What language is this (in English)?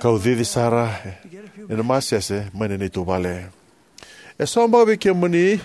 Fijian